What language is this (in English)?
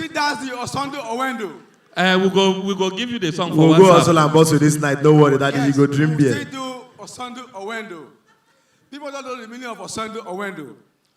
Nigerian Pidgin